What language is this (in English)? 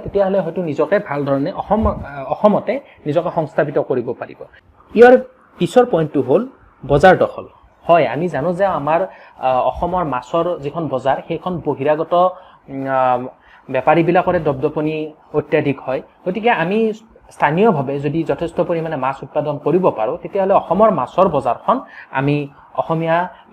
Assamese